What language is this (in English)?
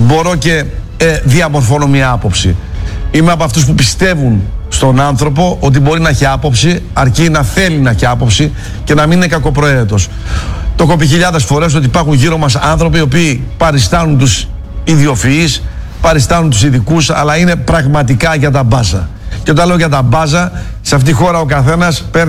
Greek